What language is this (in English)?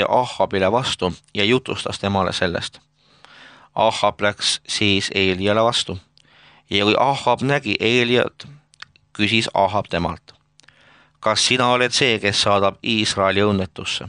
Estonian